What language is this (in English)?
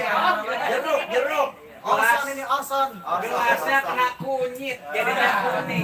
Betawi